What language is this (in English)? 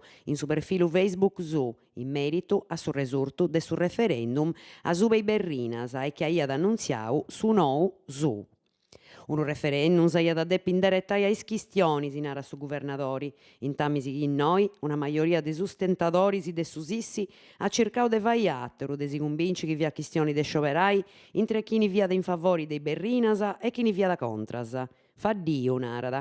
Sardinian